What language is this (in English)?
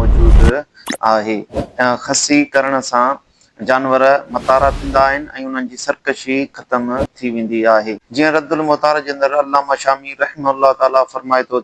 Sindhi